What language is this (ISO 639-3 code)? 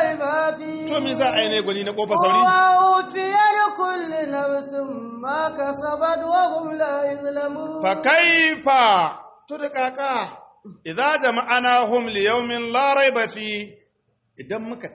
hau